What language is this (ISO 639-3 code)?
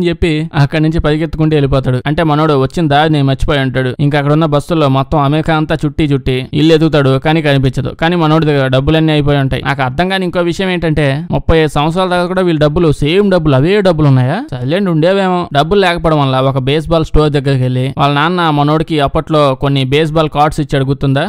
tel